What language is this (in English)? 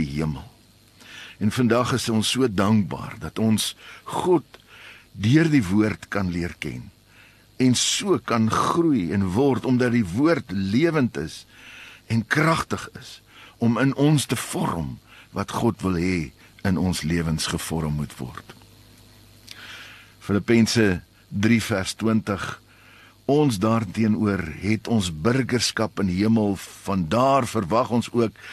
Afrikaans